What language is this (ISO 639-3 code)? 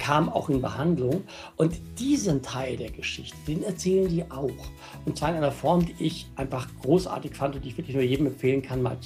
deu